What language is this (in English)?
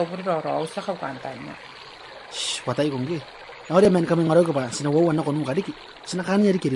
Gilbertese